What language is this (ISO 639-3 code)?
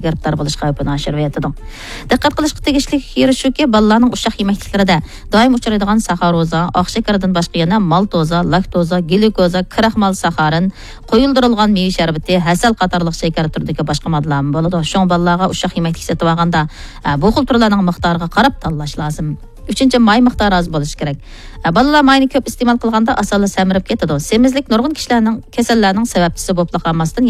uig